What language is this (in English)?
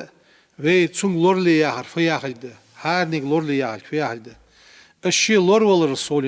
Ingush